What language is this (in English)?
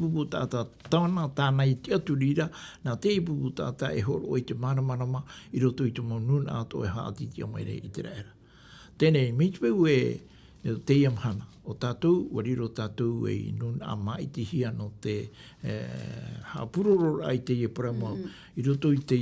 Tahitian